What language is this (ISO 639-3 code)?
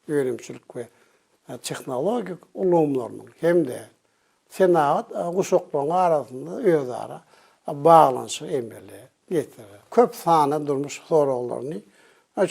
tuk